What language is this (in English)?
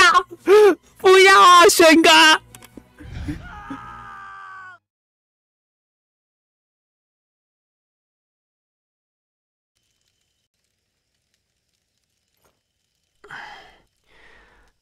Chinese